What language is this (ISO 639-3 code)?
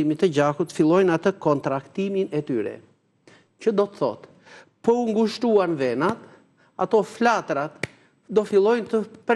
sqi